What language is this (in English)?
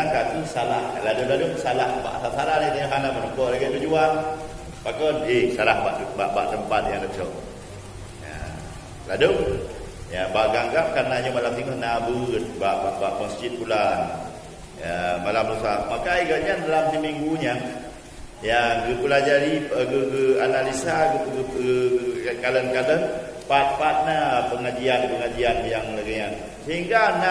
Achinese